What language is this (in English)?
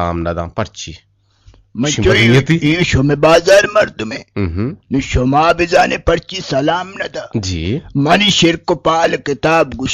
Eastern Balochi